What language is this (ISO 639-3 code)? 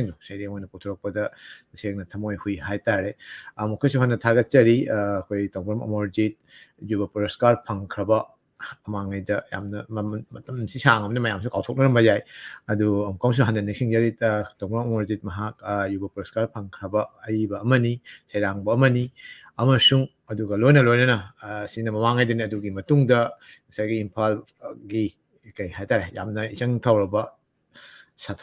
mni